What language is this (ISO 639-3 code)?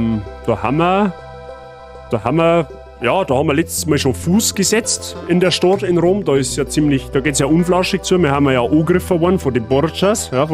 bar